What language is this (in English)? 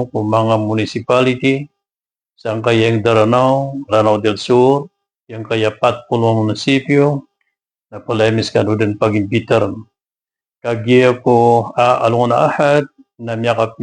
Maranao